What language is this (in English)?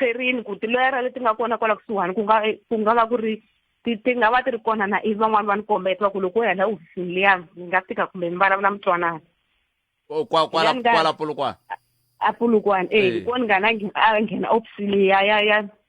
Tsonga